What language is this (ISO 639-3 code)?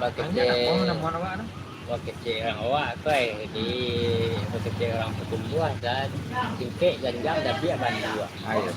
min